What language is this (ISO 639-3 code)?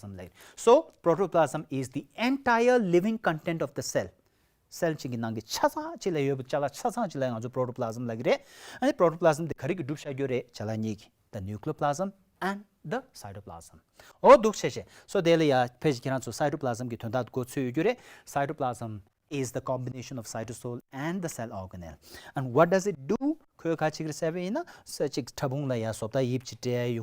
bod